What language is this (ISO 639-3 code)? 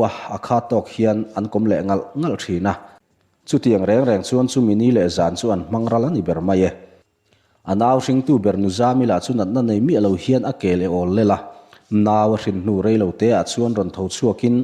lus